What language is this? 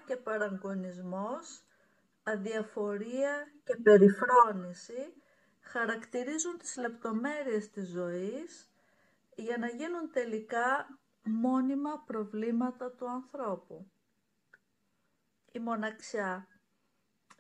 Greek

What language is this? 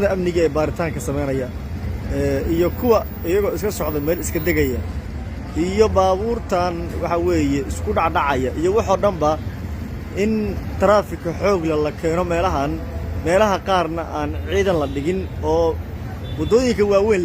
Somali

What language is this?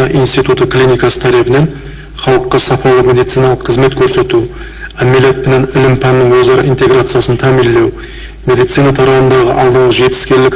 Kara-Kalpak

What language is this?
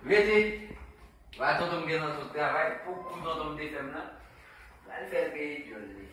Haitian Creole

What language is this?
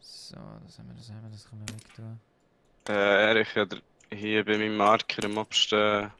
Swiss German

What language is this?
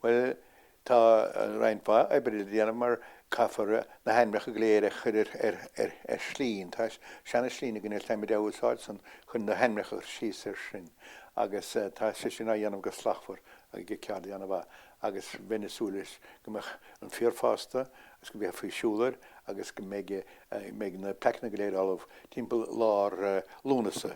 Irish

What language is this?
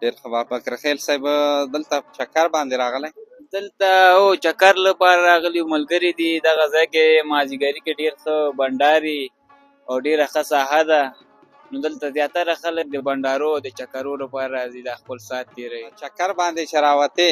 Pashto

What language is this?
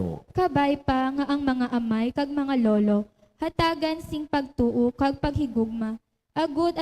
Hiligaynon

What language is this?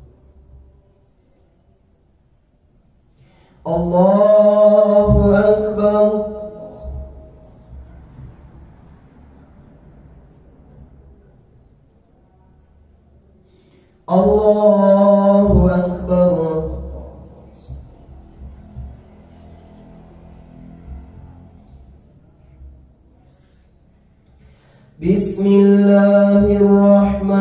Arabic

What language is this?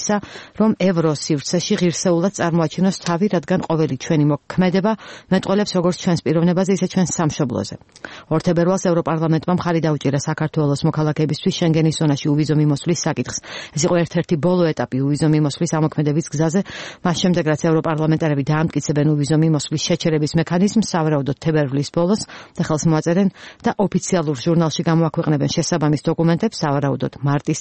Georgian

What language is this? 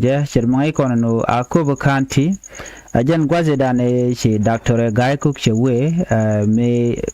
Nuer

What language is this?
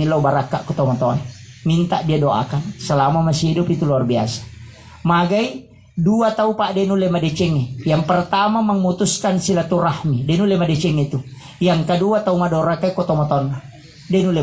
Buginese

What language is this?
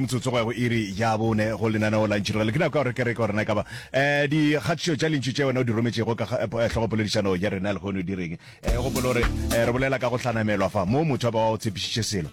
Northern Sotho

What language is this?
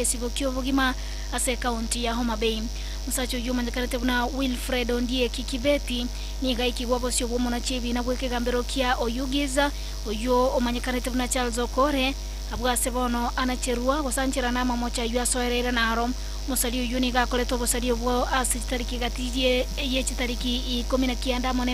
Gusii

